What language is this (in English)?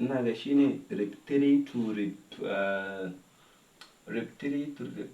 Hausa